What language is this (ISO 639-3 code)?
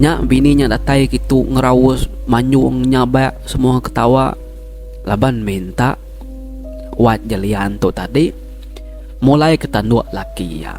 iba